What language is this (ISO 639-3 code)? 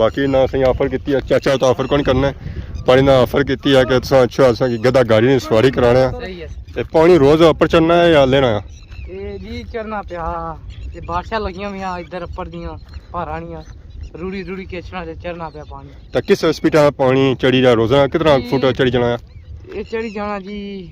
phr